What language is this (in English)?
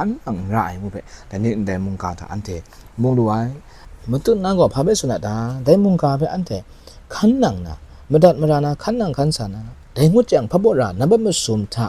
Kachin